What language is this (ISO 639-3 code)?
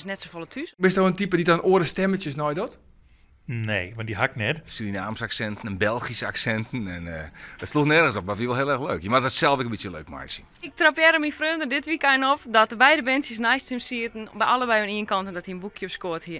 fry